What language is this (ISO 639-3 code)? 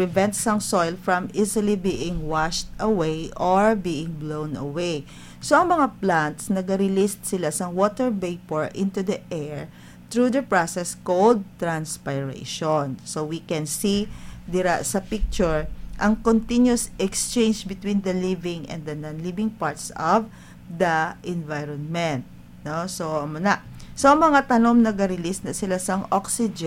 hil